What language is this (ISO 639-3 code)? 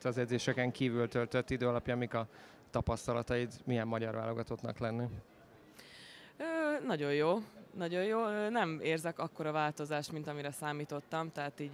hun